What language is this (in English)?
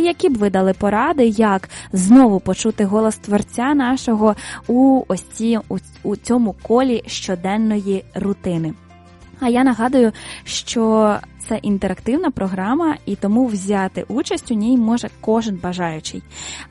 Ukrainian